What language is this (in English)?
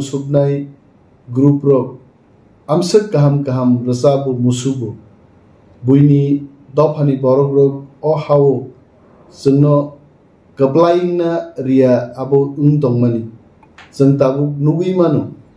Kok Borok